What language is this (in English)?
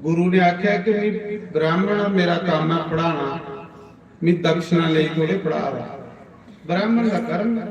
Dogri